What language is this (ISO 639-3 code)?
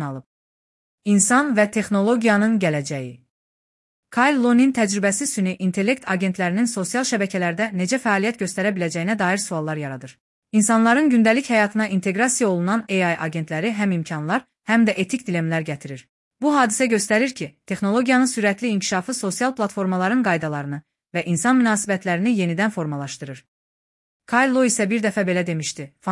aze